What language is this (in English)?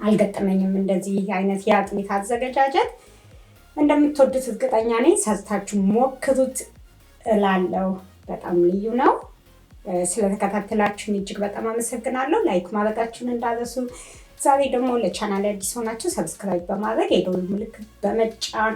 Amharic